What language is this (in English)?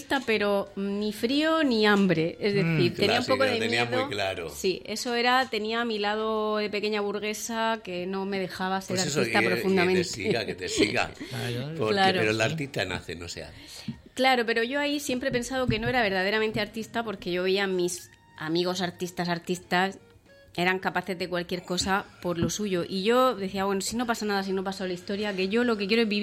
Spanish